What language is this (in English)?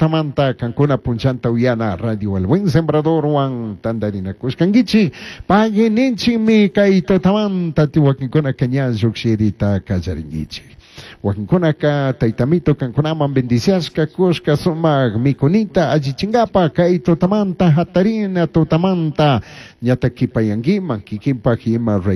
Chimborazo Highland Quichua